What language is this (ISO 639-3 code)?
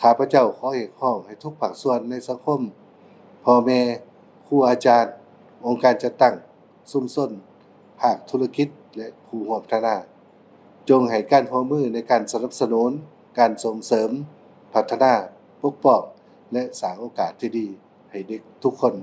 lao